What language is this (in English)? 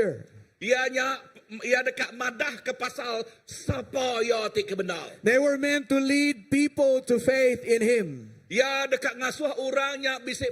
Iban